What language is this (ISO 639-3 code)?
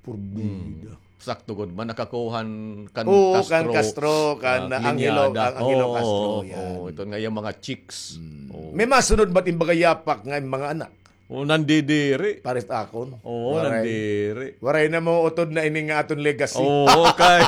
war